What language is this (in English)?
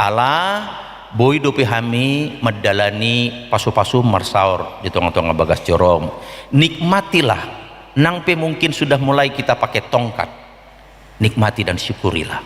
Batak Toba